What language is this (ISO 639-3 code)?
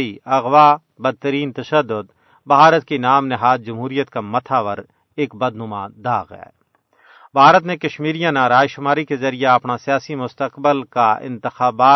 gju